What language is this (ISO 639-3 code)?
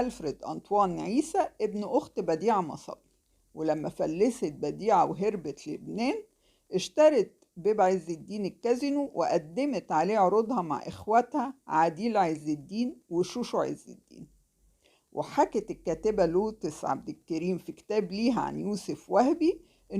arz